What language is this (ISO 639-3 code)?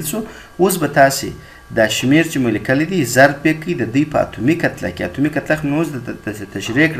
pus